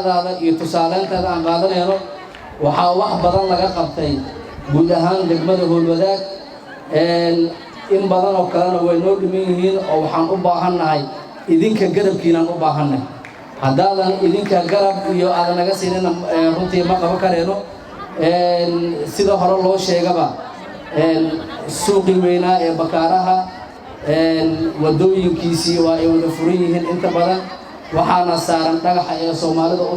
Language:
Somali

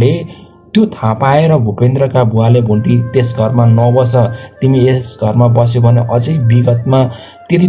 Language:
Nepali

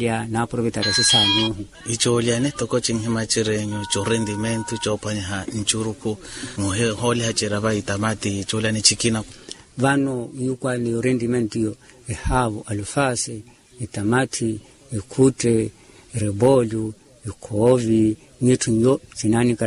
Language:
Makhuwa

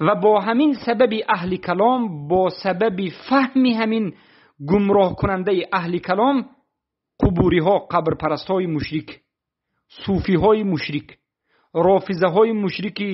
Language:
Tajik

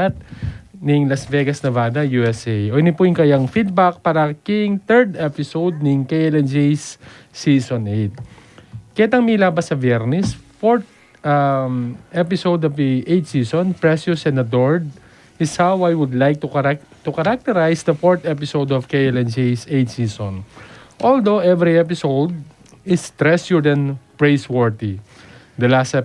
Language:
Pampanga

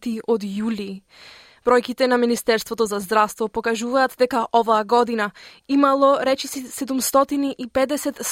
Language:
Macedonian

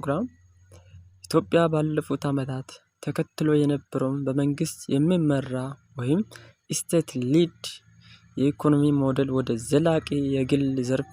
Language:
Amharic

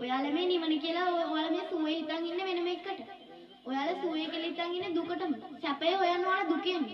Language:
Sinhala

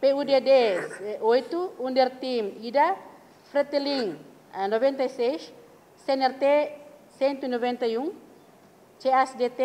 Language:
Tetum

